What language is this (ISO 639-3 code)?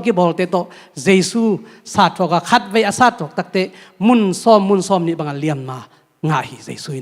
ctd